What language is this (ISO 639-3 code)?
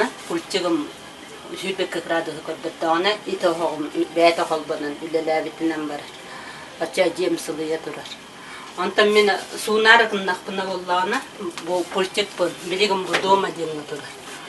sah